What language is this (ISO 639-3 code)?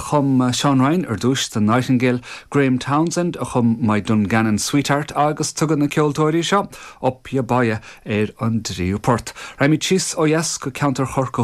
gle